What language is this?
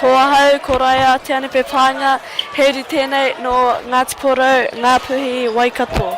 Māori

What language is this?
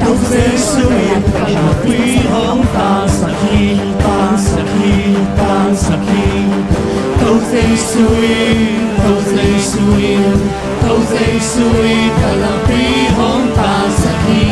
Tedim Chin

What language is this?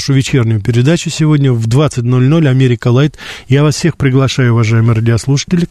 Russian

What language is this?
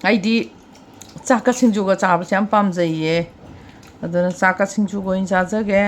Manipuri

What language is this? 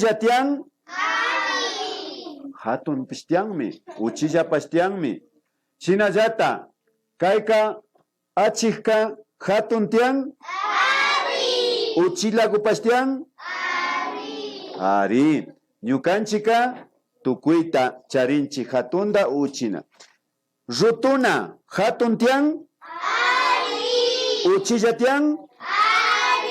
Imbabura Highland Quichua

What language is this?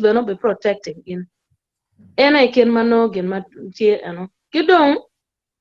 Acoli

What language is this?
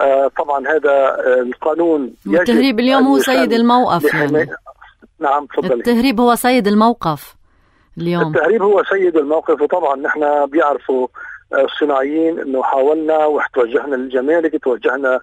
North Levantine Arabic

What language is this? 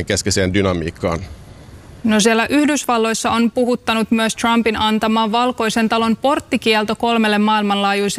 Finnish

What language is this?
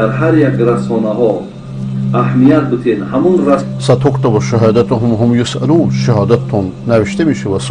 Persian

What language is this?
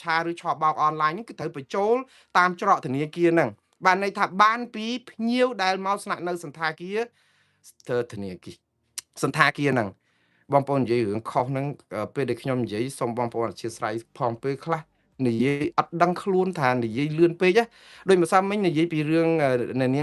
Khmer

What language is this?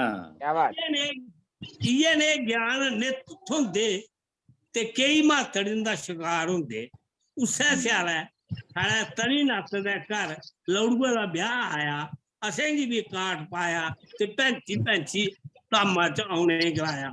Dogri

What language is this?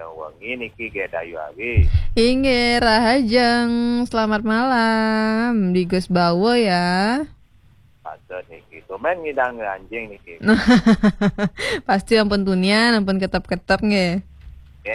Balinese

